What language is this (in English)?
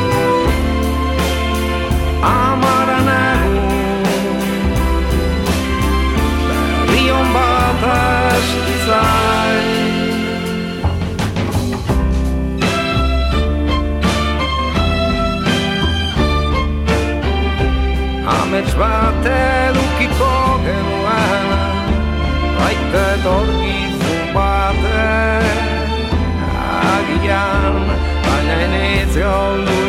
Basque